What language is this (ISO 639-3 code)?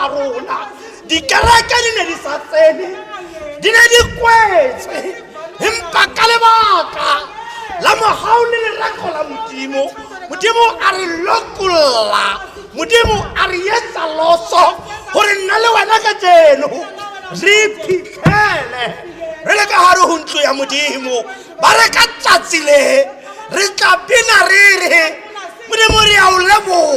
tsn